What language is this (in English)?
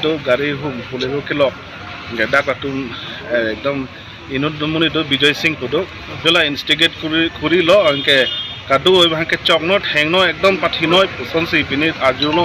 Karbi